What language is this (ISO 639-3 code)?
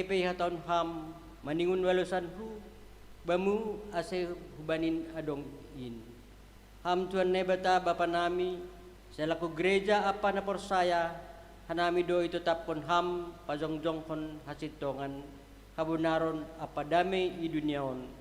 bts